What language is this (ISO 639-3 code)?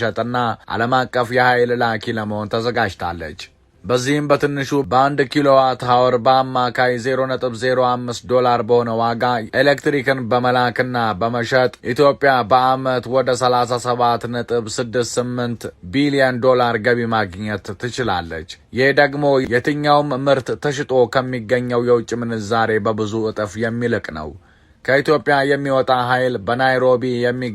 amh